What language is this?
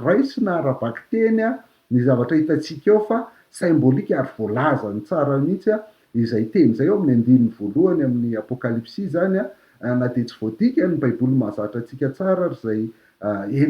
Malagasy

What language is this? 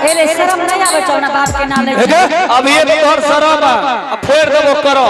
Angika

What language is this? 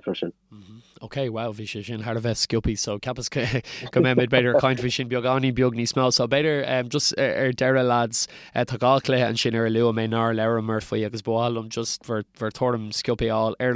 Irish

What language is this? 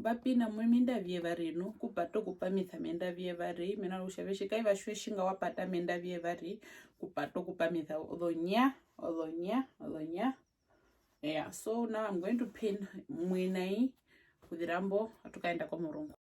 Herero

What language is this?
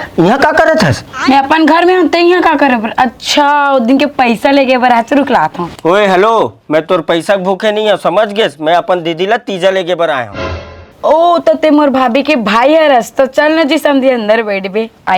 Chhattisgarhi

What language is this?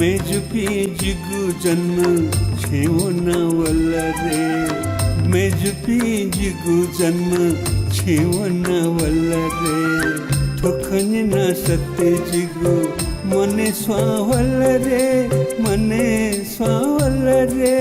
Newari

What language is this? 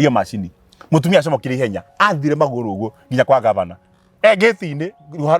Kikuyu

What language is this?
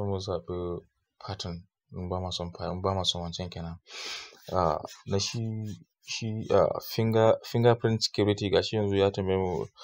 Hausa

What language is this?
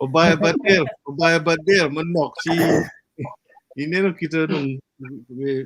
Acoli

